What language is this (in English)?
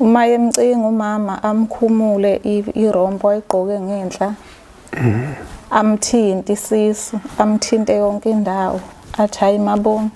Zulu